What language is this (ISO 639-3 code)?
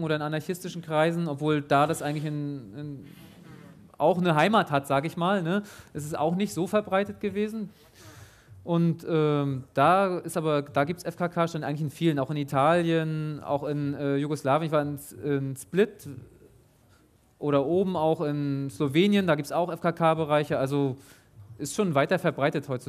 deu